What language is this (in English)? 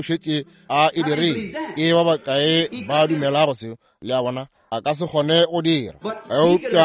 Northern Sotho